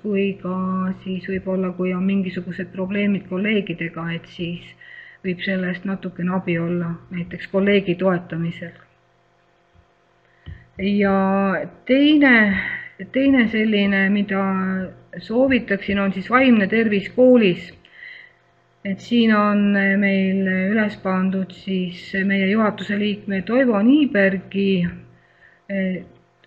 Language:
Estonian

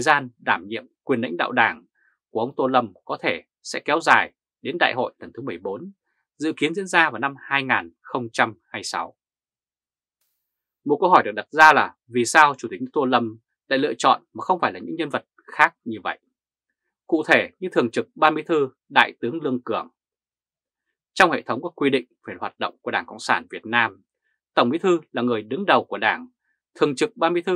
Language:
Vietnamese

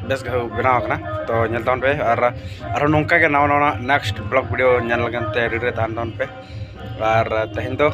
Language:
Santali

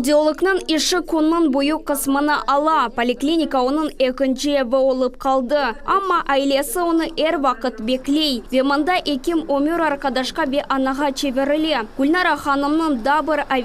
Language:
Crimean Tatar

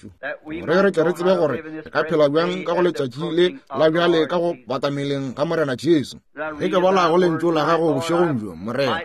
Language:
Northern Sotho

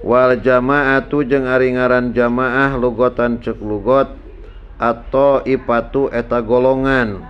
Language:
Sundanese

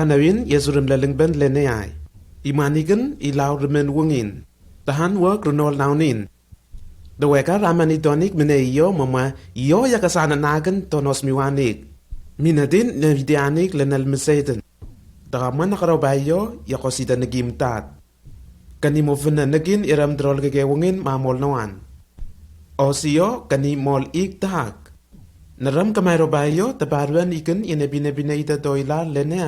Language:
Lenakel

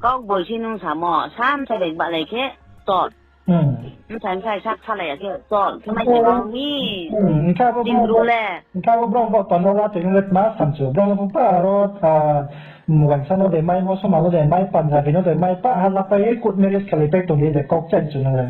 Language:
Riang (India)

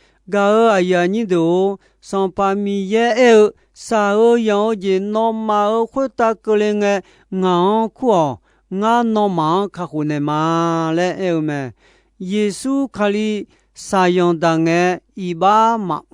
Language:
Akha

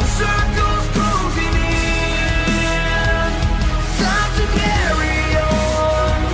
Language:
Kara-Kalpak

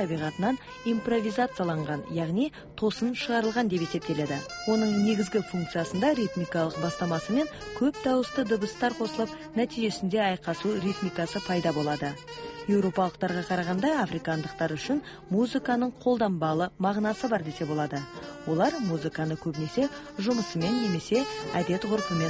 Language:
Kazakh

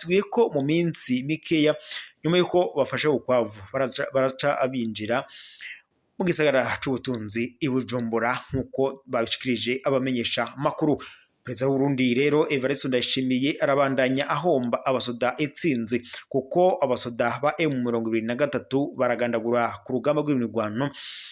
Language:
Rundi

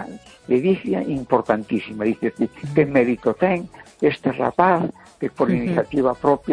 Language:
Galician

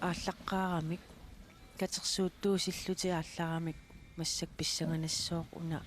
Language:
Kalaallisut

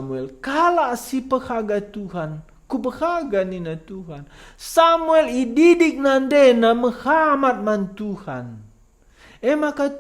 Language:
Batak Karo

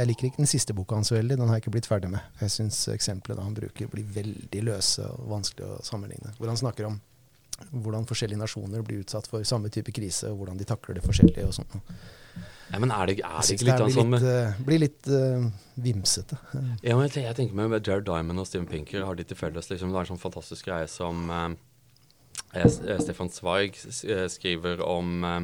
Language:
Norwegian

